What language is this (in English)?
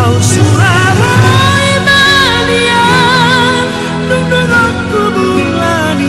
Batak Toba